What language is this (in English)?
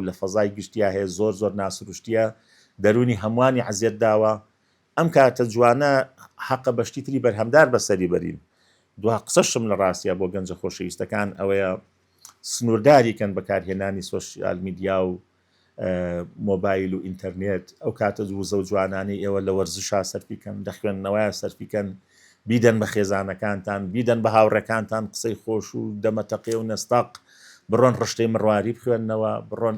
Central Kurdish